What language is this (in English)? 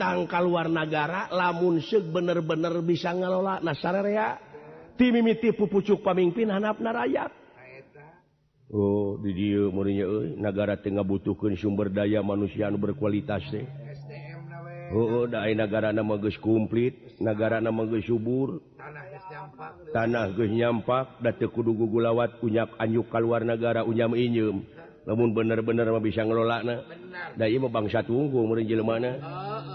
Sundanese